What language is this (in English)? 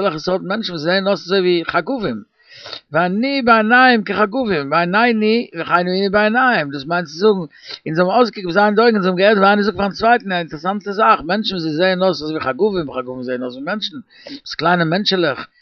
Yiddish